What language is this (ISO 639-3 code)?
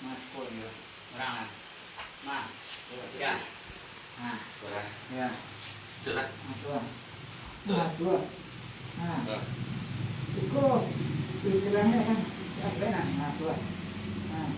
min